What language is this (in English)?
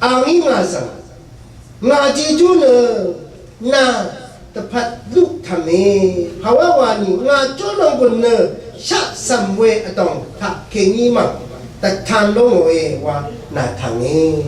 Rawang